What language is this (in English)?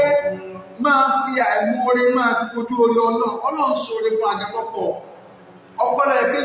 Yoruba